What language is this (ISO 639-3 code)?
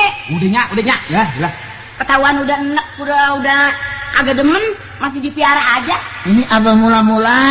bew